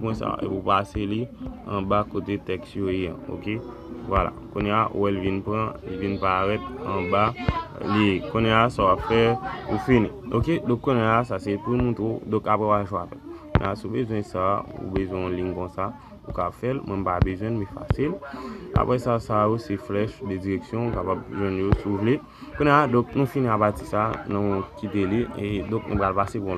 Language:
Haitian Creole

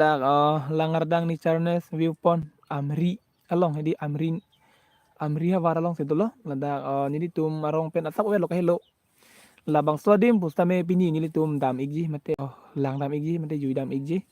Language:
Karbi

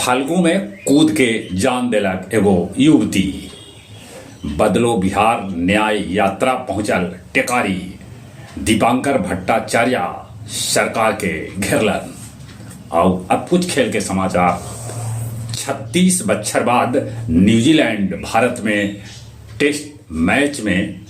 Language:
Magahi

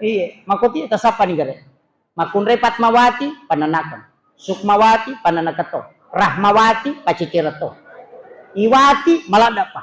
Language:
Buginese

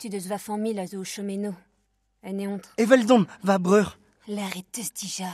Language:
Breton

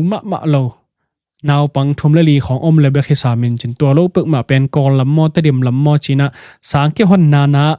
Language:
Tedim Chin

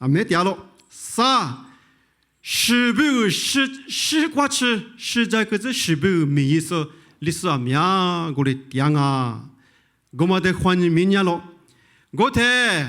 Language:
Lisu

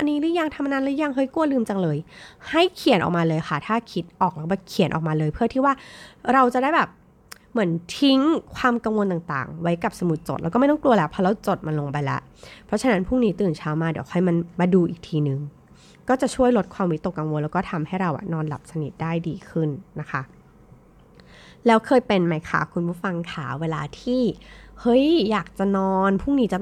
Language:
Thai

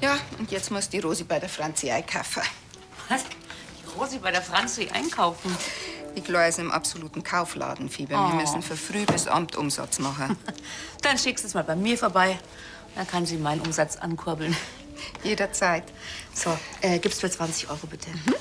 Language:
Bavarian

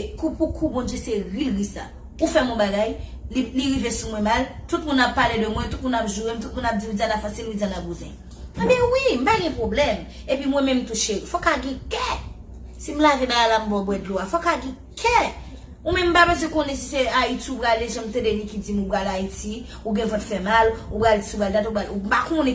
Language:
Haitian Creole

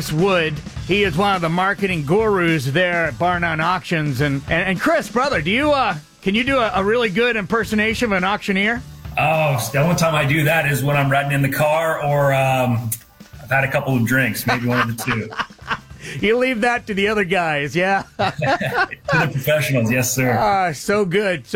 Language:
English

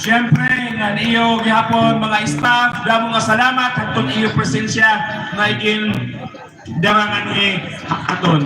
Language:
Waray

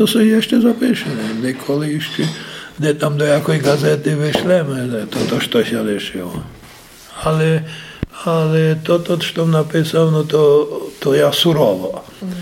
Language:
Rusyn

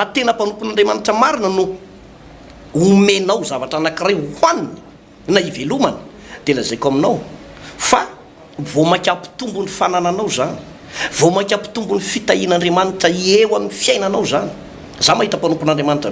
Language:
Malagasy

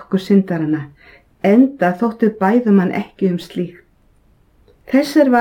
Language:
Icelandic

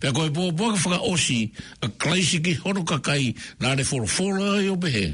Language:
Tongan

